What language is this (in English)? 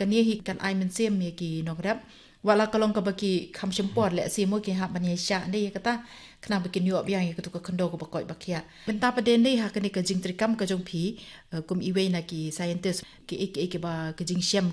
Khasi